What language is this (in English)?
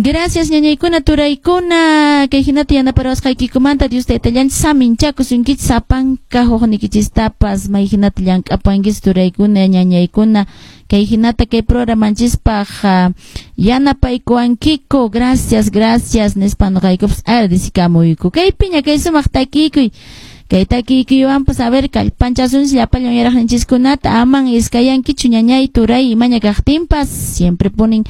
Quechua